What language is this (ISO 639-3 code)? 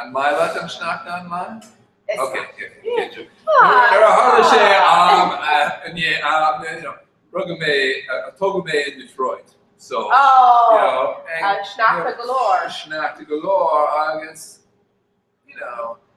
gle